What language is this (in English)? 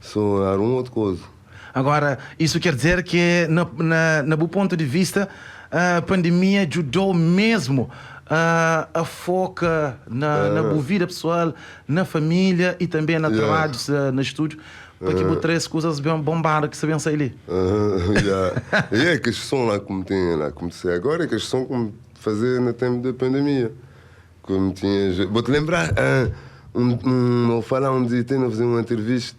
Kabuverdianu